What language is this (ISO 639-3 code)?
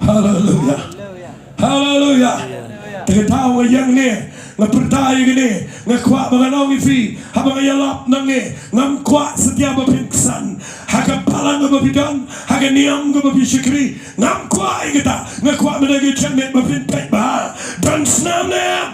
kha